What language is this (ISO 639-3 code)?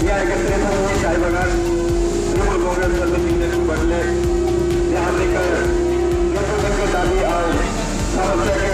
sck